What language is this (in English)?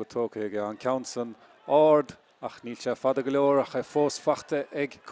Irish